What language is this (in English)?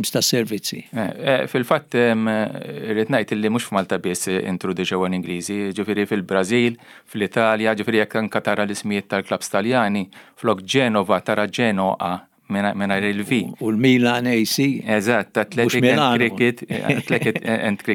Maltese